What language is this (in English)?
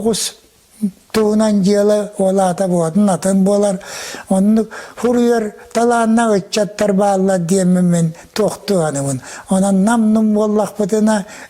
Yakut